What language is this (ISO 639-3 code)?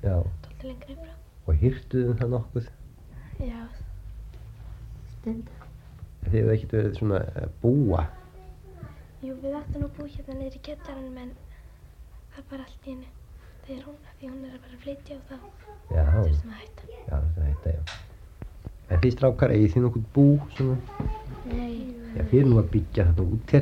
isl